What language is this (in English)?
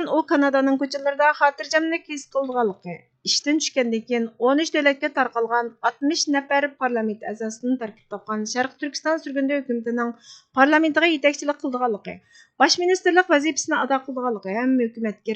Uyghur